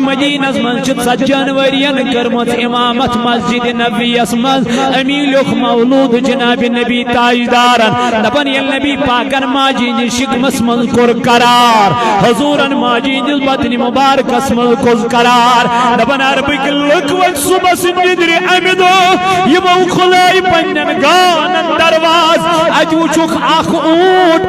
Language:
Kashmiri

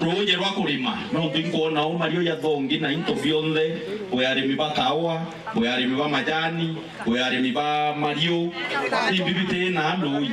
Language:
Meru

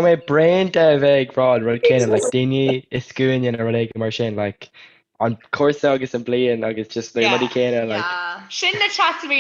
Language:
Irish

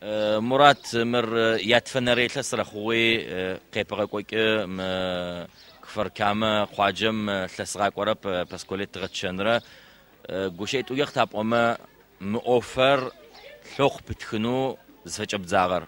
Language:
Adyghe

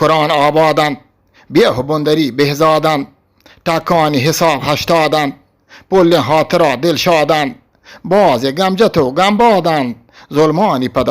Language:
Eastern Balochi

